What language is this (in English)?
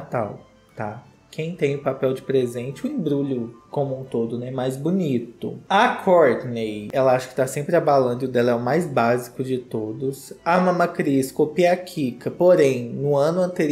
Portuguese